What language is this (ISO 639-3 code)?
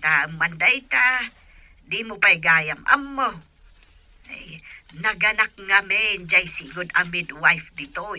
ilo